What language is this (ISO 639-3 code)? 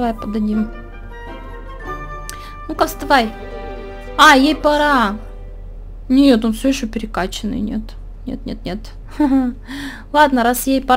rus